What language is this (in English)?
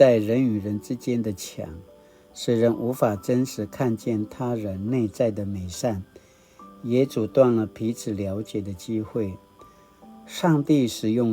Paiwan